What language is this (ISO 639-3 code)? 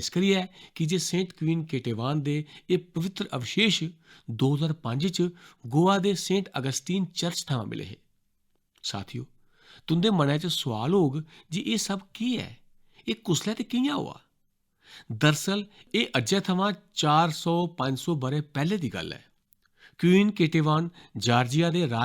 doi